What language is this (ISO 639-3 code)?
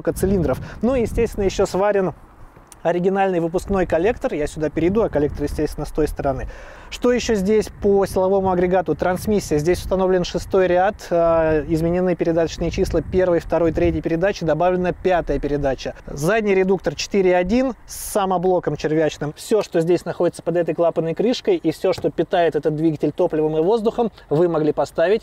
rus